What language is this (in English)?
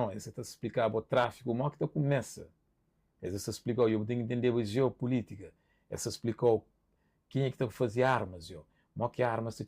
Kabuverdianu